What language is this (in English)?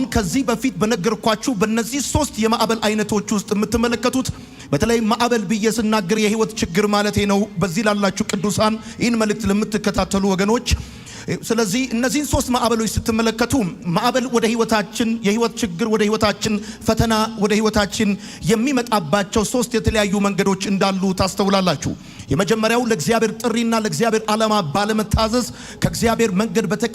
Amharic